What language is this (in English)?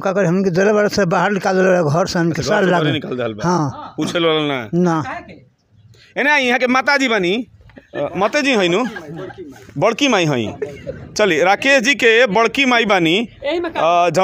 Bhojpuri